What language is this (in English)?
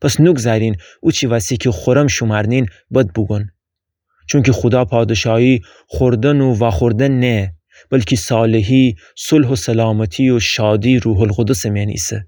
Gilaki